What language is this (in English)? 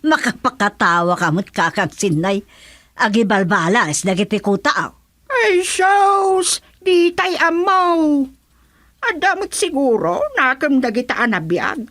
Iloko